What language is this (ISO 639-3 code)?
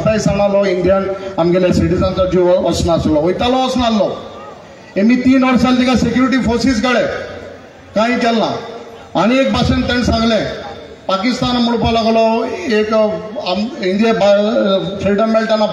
kok